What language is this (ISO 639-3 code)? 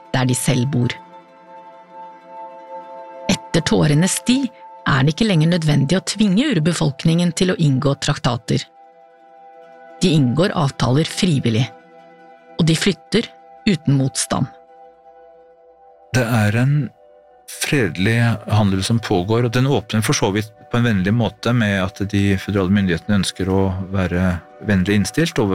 nor